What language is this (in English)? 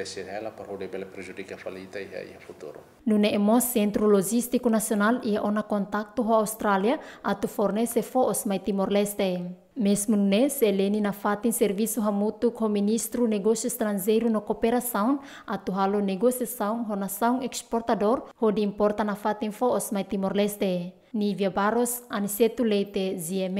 Tetum